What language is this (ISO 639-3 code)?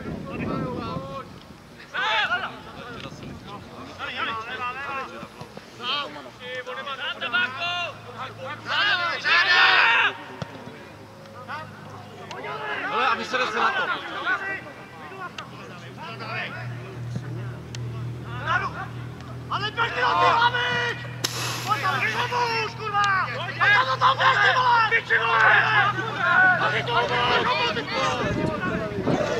ces